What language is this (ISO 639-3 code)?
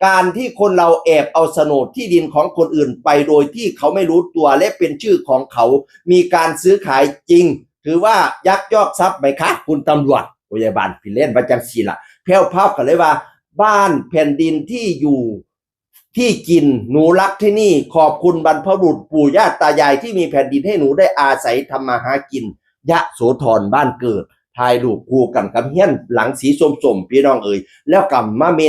tts